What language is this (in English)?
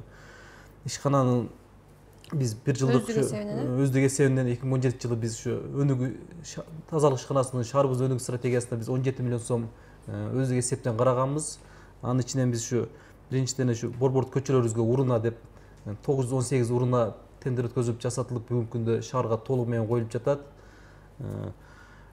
Kyrgyz